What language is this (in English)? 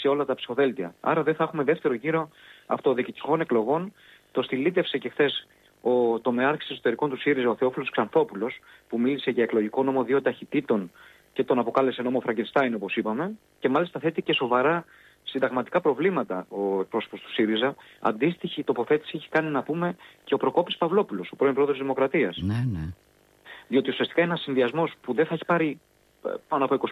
Greek